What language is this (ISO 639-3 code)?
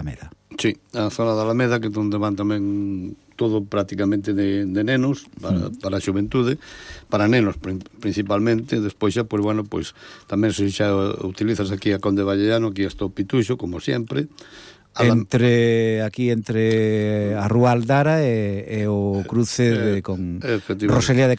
glg